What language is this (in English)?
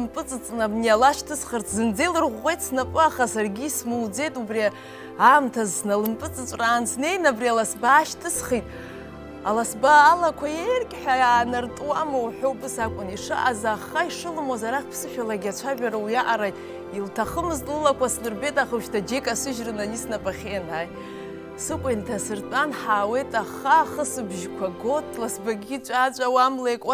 Abkhazian